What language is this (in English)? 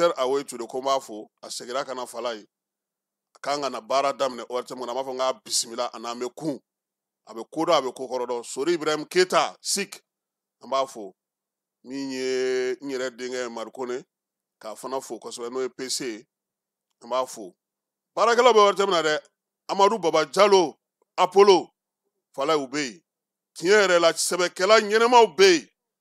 Bambara